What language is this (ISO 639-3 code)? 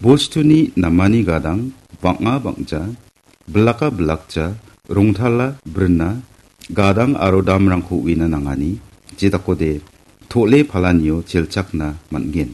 grt